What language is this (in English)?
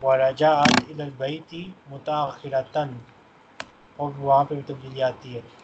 Urdu